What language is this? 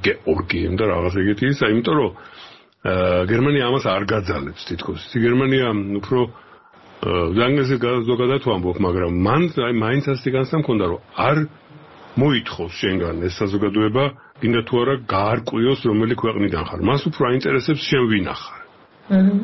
Georgian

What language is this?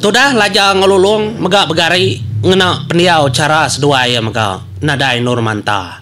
Iban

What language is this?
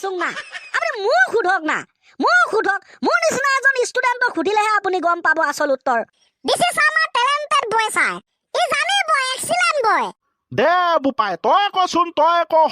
Assamese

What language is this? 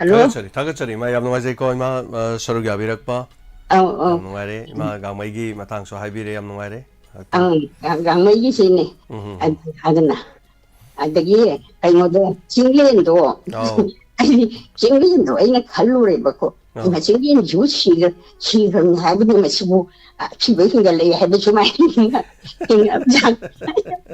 Manipuri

